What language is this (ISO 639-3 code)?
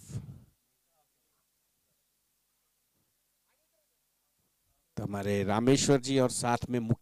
hin